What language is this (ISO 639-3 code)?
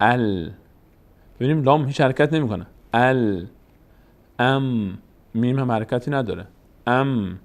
fas